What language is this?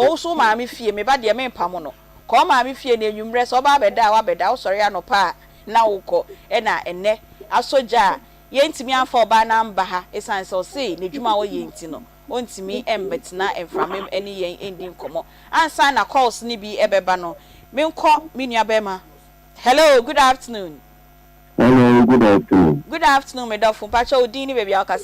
Akan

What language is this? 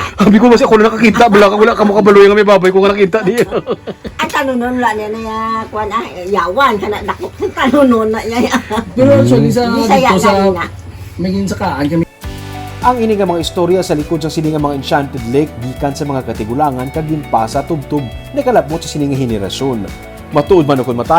Hiligaynon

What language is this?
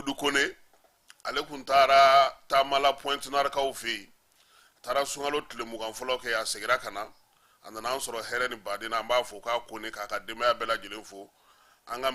Bambara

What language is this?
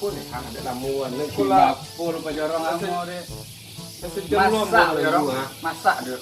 Minangkabau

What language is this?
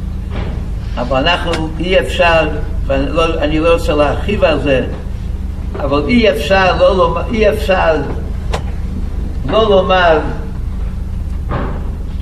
Hebrew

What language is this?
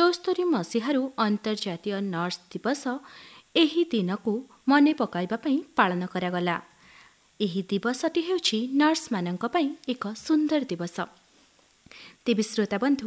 Odia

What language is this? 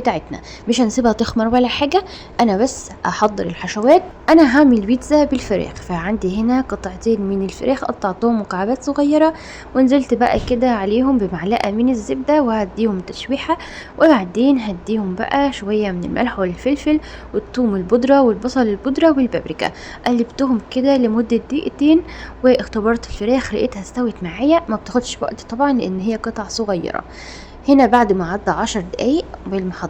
Egyptian Arabic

